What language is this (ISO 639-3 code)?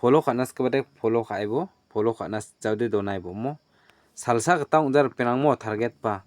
grt